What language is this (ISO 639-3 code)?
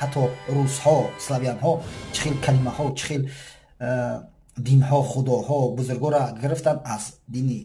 tgk